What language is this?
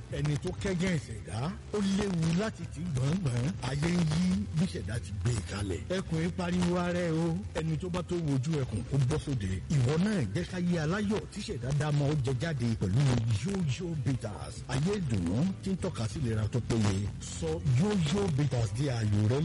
Yoruba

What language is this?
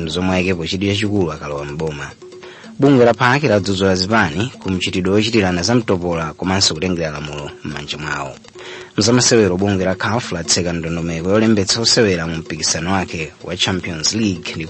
Nyanja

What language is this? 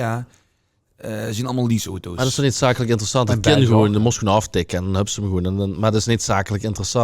Limburgish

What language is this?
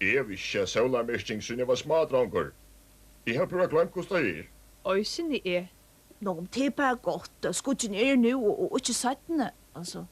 Faroese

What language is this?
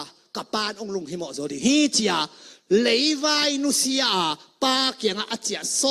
Tedim Chin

